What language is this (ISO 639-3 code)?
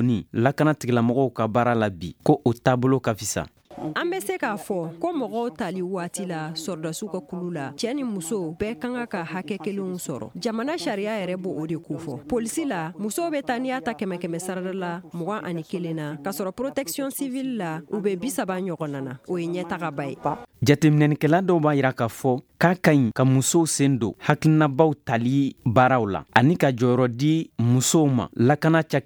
bam